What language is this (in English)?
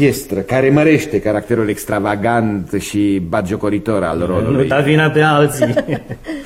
Romanian